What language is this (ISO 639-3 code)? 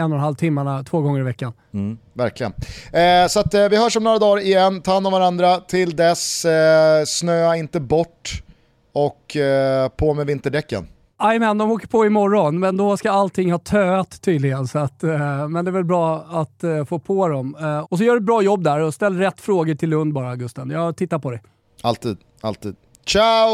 swe